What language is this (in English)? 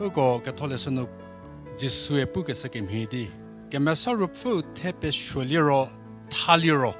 Angami Naga